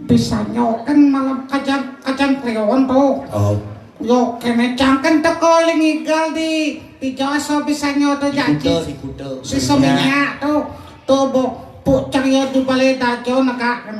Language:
Balinese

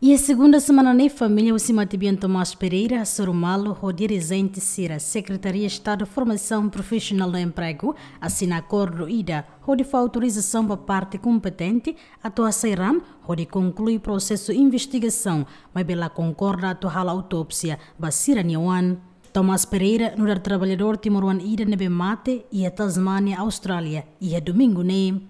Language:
Tetum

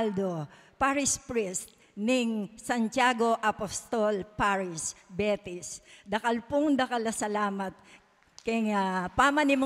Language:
Pampanga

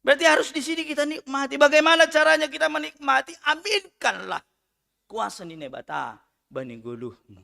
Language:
Batak Simalungun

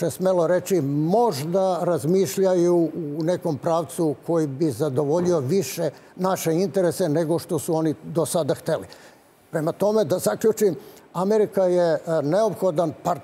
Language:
Serbian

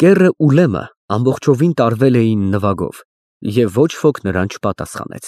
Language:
Armenian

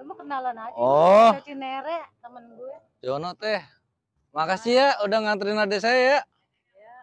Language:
Betawi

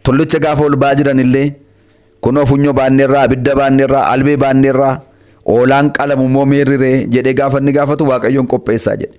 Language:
Oromo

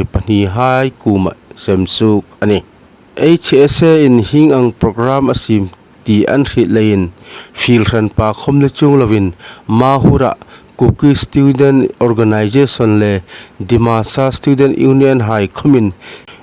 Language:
Hmar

